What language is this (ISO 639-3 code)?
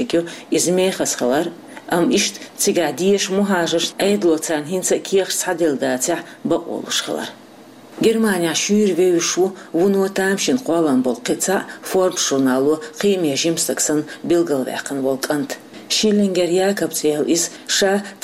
che